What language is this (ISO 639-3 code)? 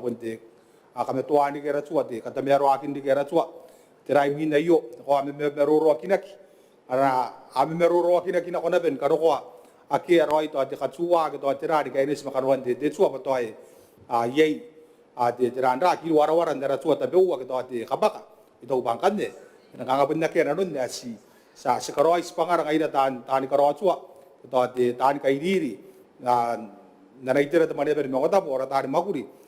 gil